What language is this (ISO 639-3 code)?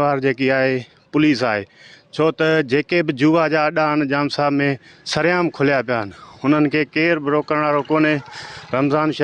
snd